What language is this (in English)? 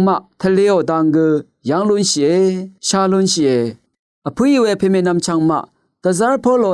Rawang